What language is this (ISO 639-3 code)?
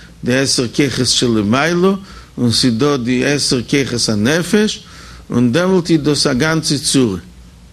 yid